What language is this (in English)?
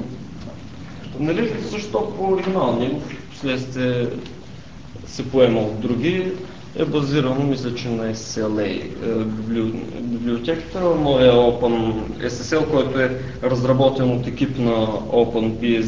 Bulgarian